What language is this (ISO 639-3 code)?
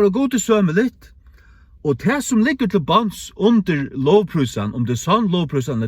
fao